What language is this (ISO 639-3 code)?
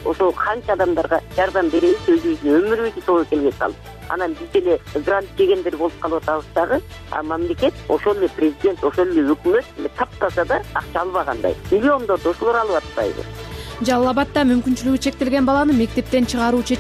kir